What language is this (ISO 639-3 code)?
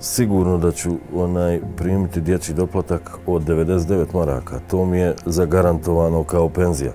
bos